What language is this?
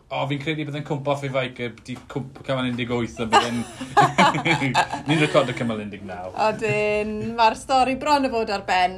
Welsh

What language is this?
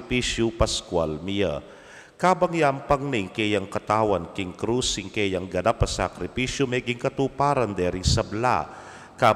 Pampanga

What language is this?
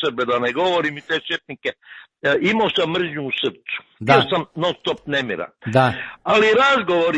Croatian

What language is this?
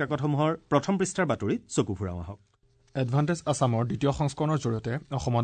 Assamese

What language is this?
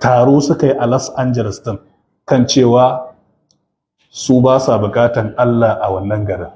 Hausa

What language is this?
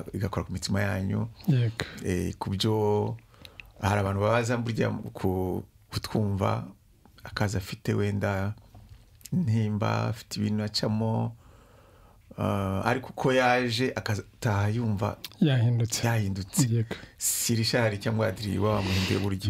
Kinyarwanda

